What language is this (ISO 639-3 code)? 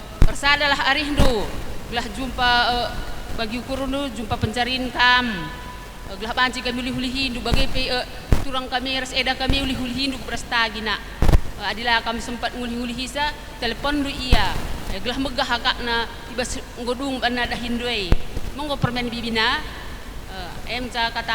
btx